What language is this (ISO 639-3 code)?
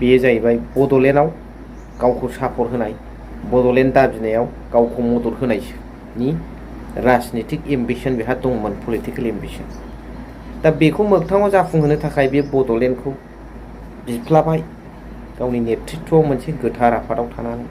brx